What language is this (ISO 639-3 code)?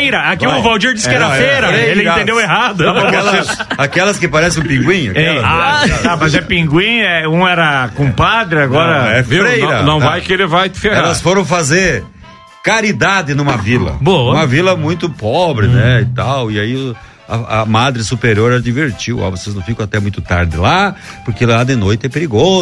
por